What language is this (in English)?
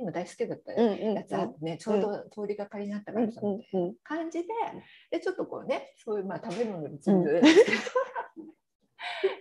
Japanese